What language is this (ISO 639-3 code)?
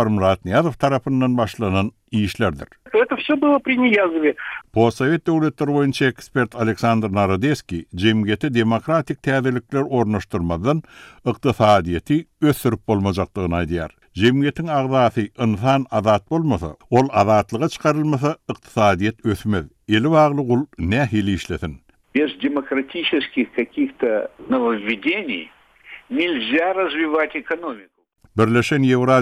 tuk